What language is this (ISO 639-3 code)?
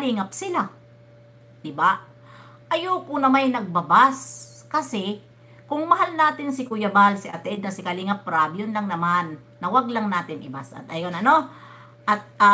fil